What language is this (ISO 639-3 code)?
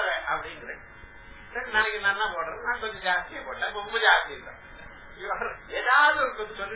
tam